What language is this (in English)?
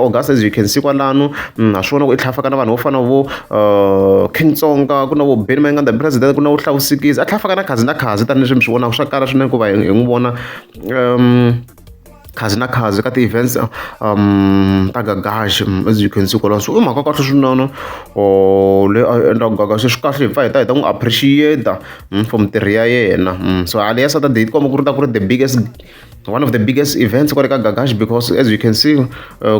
Tsonga